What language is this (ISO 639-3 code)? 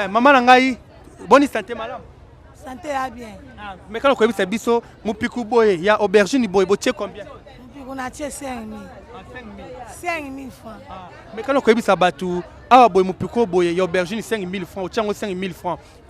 lin